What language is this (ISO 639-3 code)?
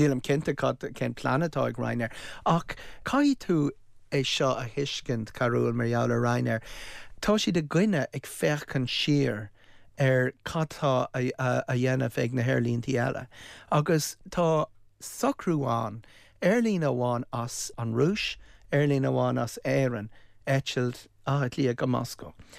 gle